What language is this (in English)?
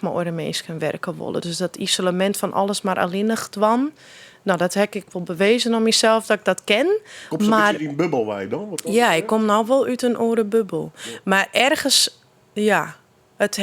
Western Frisian